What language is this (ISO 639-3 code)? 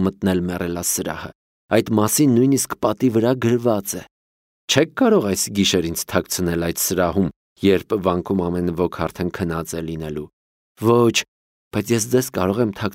hye